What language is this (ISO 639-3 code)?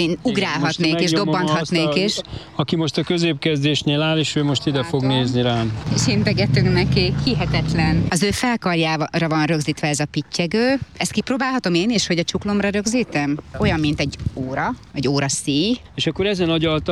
hun